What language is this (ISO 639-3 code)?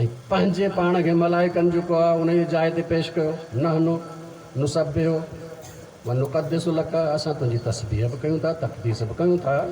snd